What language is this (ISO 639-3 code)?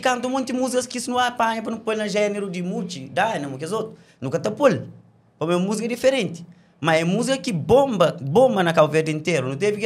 kea